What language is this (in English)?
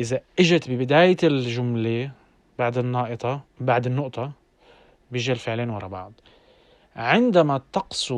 North Levantine Arabic